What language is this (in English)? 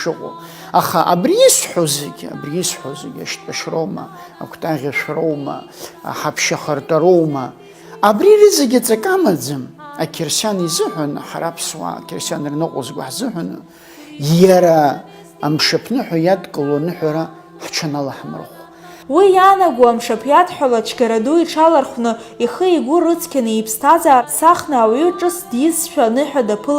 Abkhazian